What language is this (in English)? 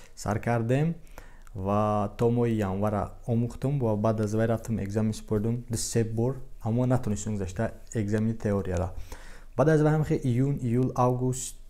Tajik